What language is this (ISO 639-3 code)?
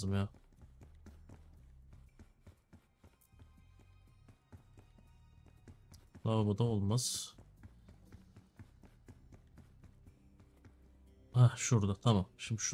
tur